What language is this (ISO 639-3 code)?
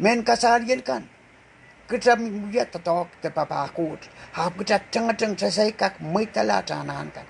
pon